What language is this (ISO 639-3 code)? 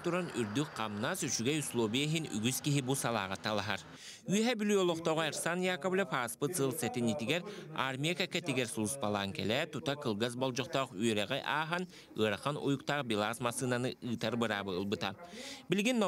sah